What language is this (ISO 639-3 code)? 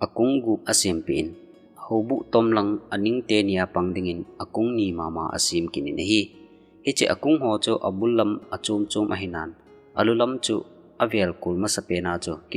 tcz